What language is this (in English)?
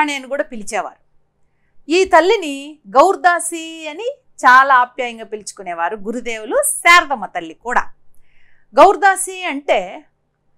Telugu